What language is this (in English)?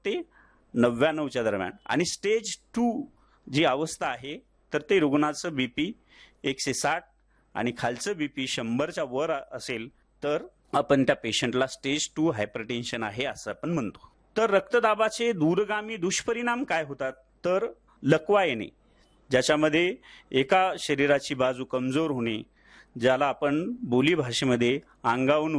Marathi